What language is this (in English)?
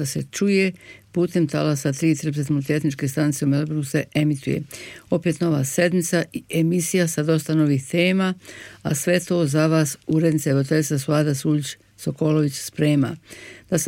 Bosnian